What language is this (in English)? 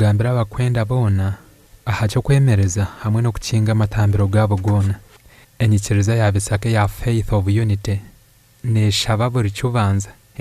Nyankole